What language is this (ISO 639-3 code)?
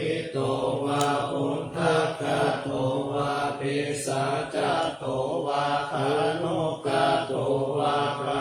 pli